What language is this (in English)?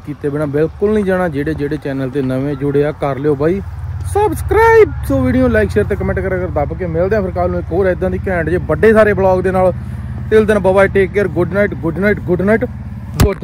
Punjabi